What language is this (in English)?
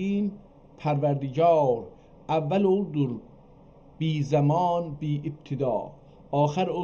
South Azerbaijani